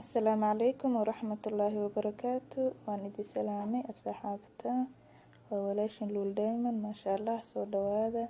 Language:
Somali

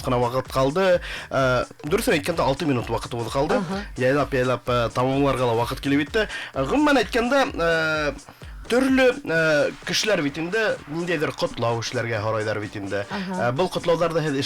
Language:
Bashkir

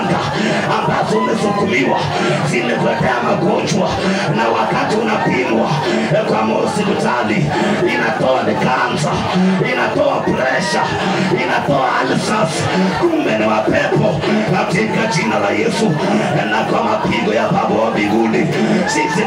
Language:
Swahili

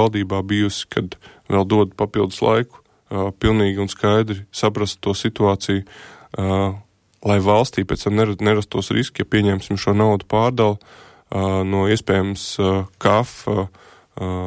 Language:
Latvian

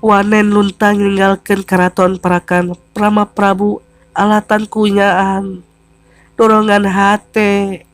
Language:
Sundanese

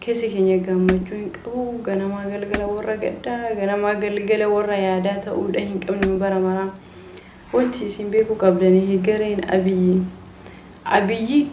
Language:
Oromo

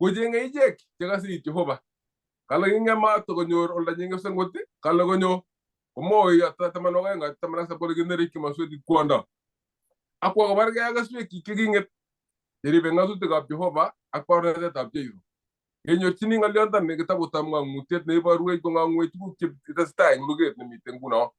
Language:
Kalenjin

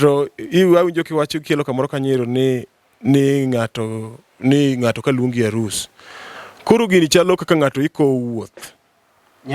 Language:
Luo (Kenya and Tanzania)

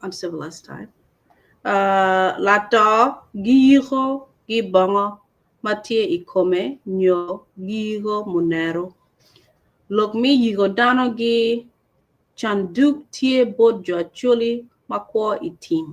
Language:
Acoli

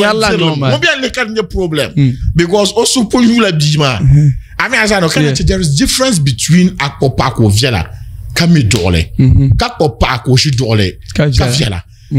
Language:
Dagbani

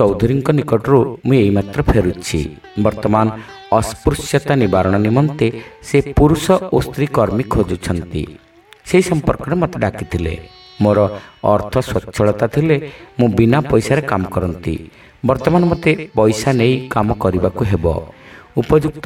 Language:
Odia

